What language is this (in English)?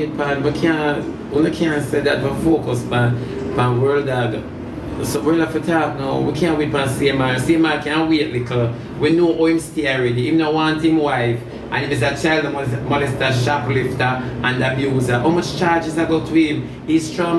Jamaican Creole English